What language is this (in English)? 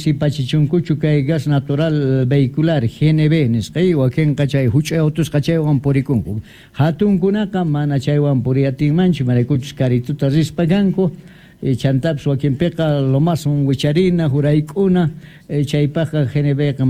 Quechua